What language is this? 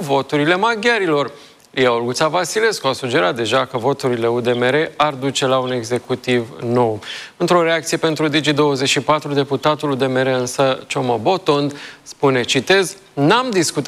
Romanian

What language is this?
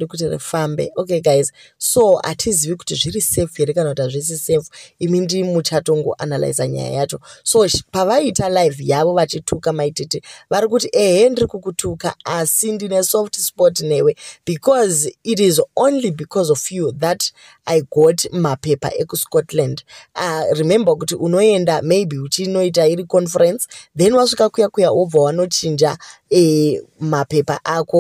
Shona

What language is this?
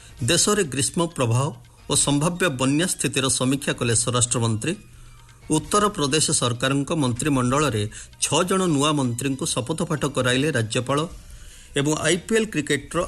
Odia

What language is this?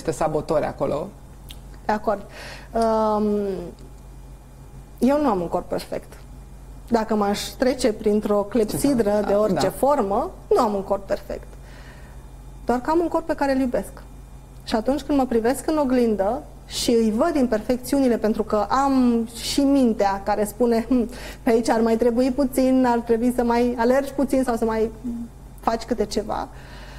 Romanian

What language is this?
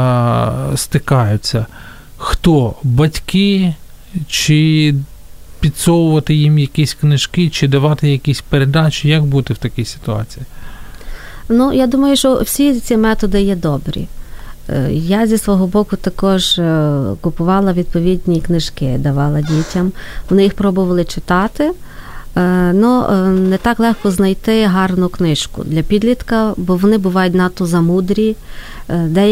Ukrainian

